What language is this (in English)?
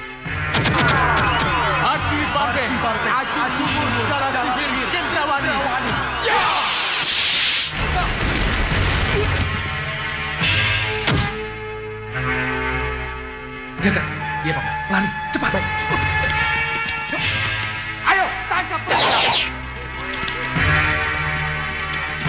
Indonesian